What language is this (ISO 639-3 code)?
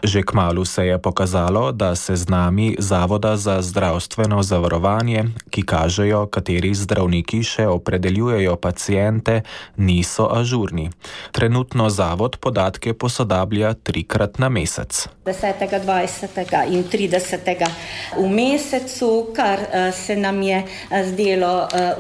slv